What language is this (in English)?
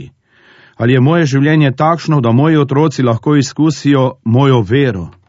Slovenian